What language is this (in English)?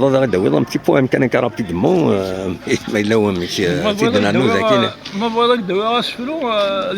Kabyle